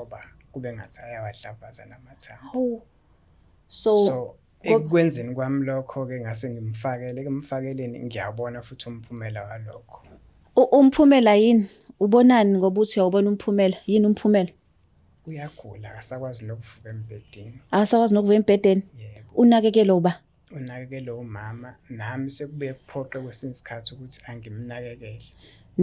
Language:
Zulu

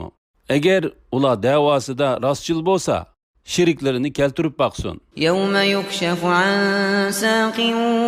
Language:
Uyghur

